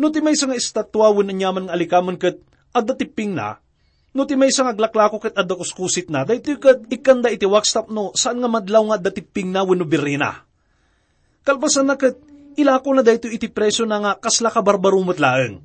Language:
Iloko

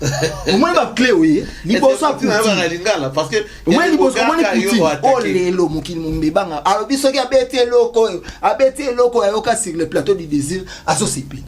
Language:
Lingala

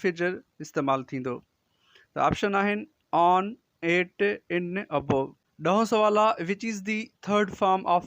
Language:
Sindhi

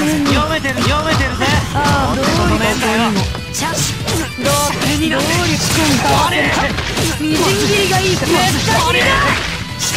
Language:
Japanese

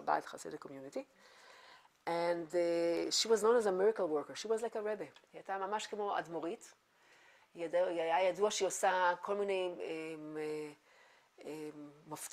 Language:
Hebrew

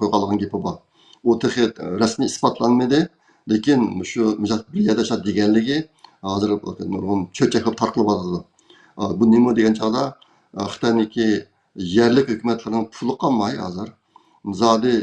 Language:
Uyghur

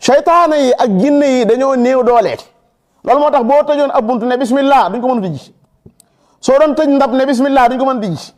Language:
Wolof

